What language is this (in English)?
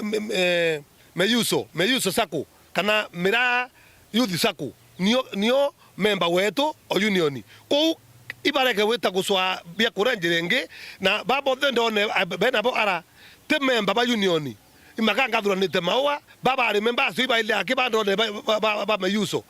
Meru